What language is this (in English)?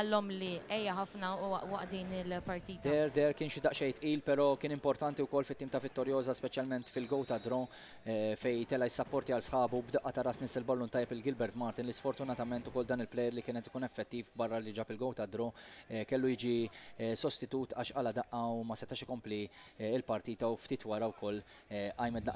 Maltese